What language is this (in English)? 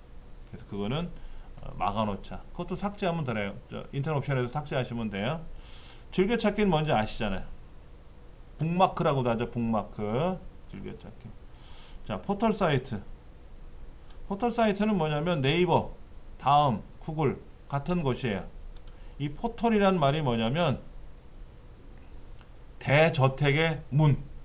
Korean